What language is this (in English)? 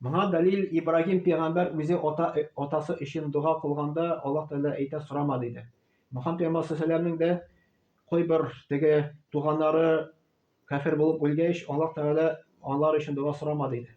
Tatar